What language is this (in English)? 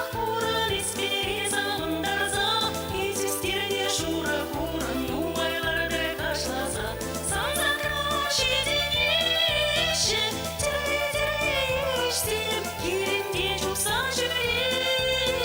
Chuvash